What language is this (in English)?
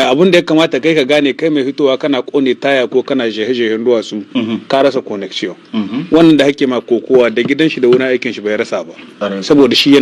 Hausa